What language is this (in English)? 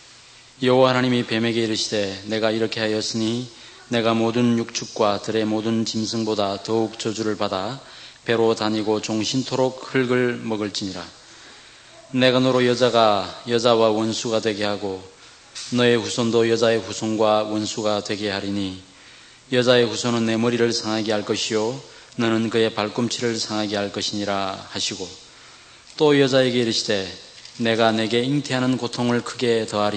Korean